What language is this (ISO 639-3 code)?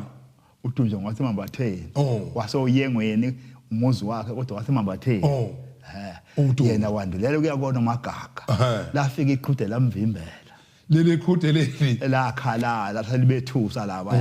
zul